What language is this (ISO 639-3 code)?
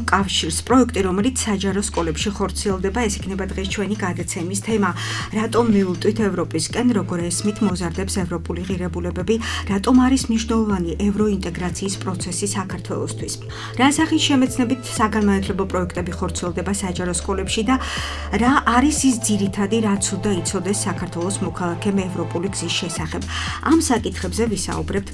kat